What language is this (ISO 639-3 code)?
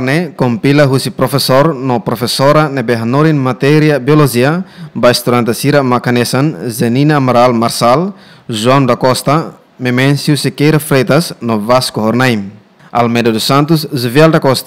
tet